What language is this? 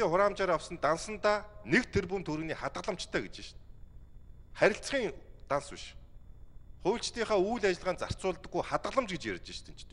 Mongolian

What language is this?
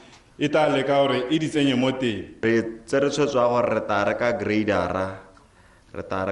Tswana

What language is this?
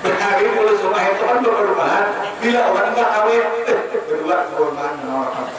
Banjar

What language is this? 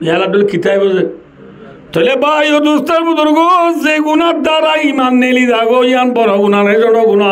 Rohingya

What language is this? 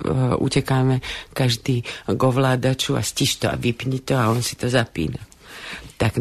Slovak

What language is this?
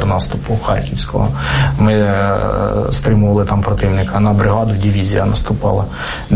Ukrainian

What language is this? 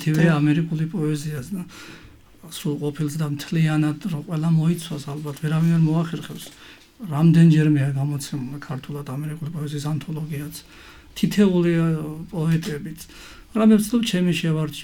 Georgian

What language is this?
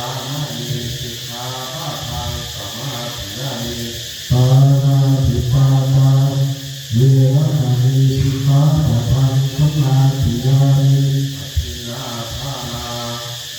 Pali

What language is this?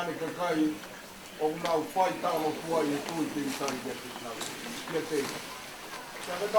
Tongan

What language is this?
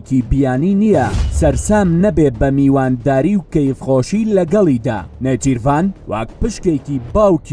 Central Kurdish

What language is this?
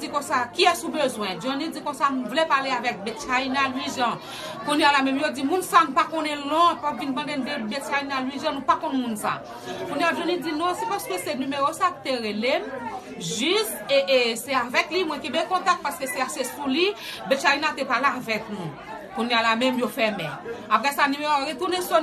Haitian Creole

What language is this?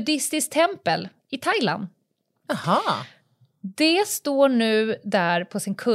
Swedish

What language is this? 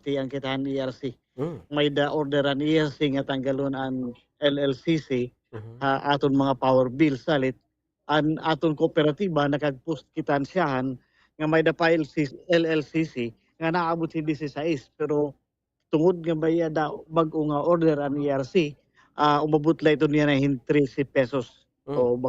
Waray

